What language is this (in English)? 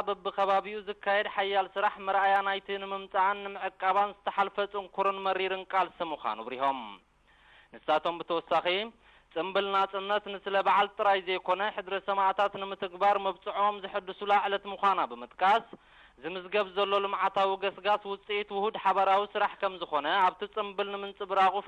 Tigrinya